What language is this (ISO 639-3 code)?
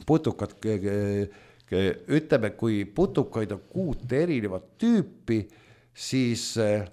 est